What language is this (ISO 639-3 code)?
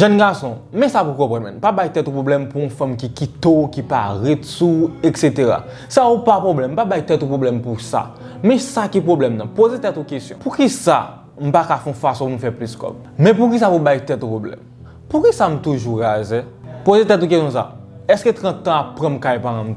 hat